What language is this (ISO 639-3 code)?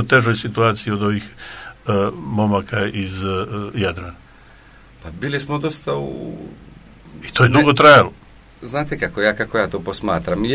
srp